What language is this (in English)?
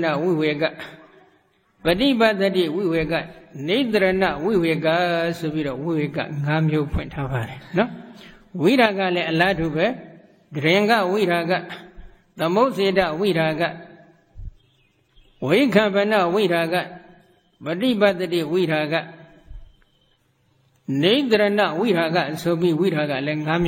Burmese